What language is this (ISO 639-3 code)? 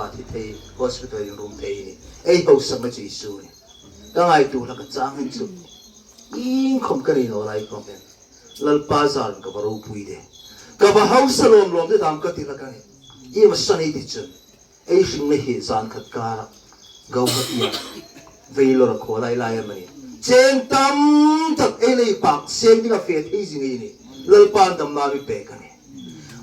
hmr